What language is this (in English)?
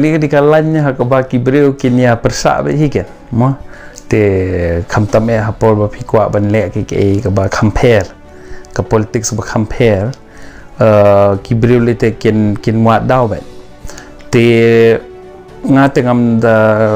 Khasi